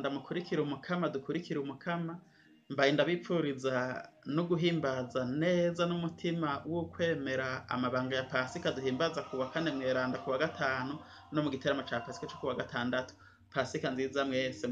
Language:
Rundi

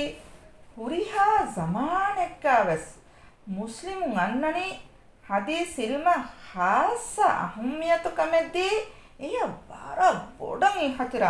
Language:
Divehi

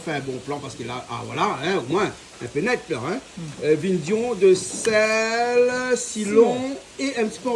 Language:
Réunion Creole French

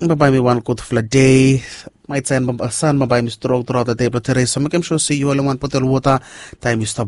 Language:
Bislama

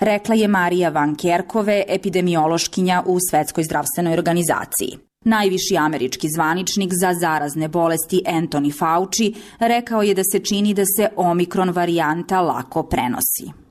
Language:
Serbian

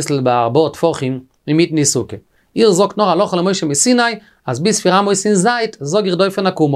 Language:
Yiddish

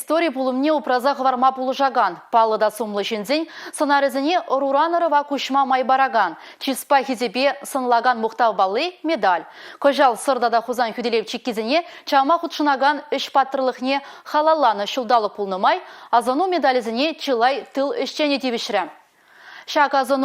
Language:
Chuvash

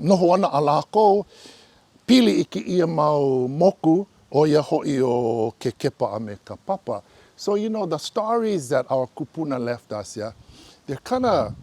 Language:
Hawaiian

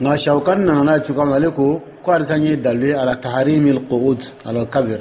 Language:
Dyula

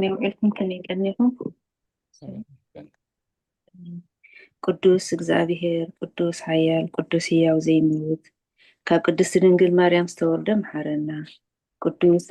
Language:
Tigrinya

